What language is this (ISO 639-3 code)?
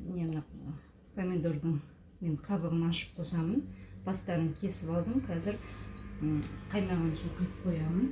kaz